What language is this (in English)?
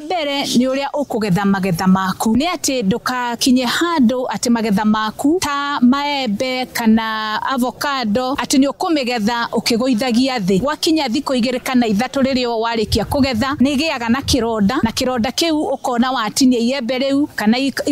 Kikuyu